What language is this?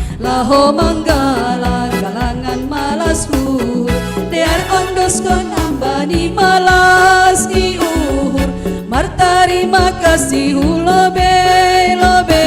Batak Simalungun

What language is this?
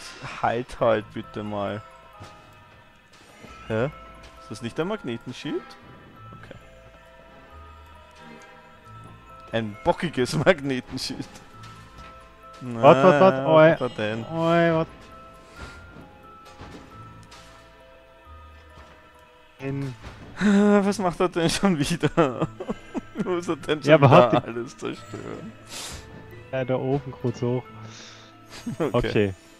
German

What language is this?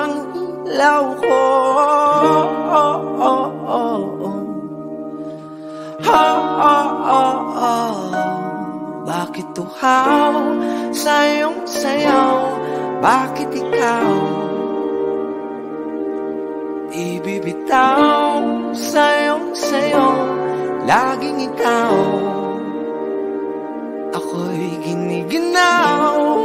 Filipino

